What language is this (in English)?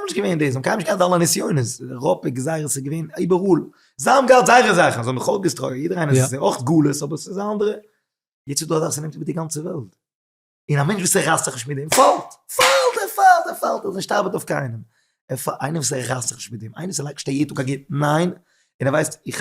Yiddish